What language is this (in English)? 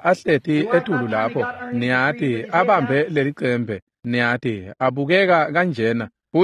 Swati